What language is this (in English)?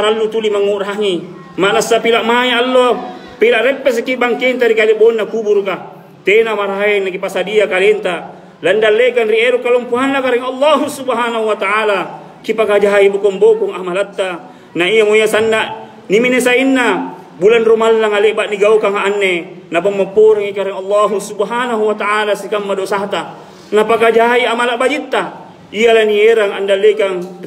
Makasar